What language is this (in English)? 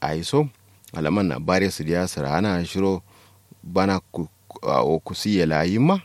Kanuri